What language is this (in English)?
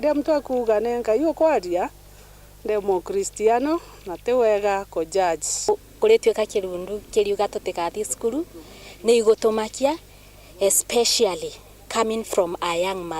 Meru